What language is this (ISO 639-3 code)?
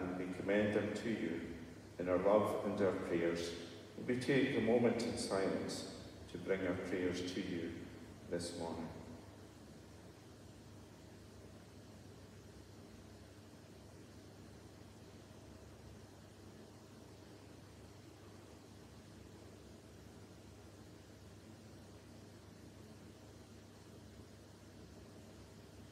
eng